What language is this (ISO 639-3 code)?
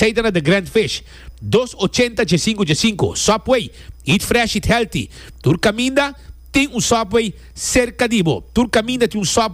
pap